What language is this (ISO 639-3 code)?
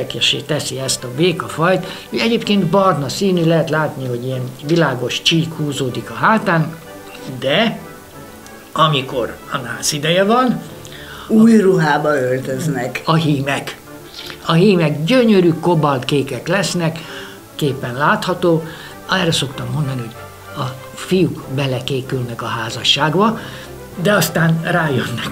hun